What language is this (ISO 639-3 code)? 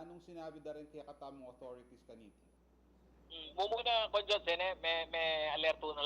pam